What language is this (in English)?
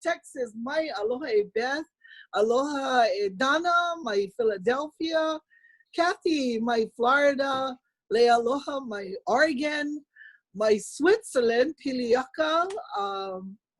Hawaiian